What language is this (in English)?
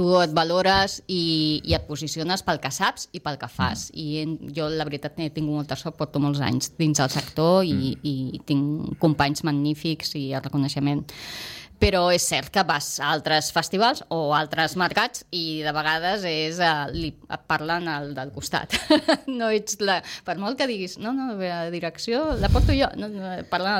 Catalan